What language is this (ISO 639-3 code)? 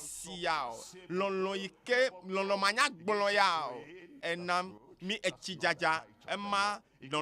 ewe